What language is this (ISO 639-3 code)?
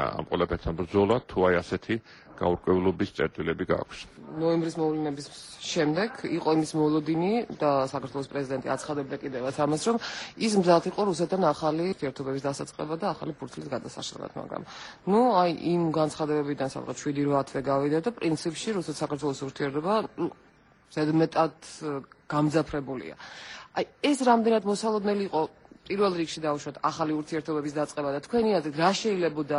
kat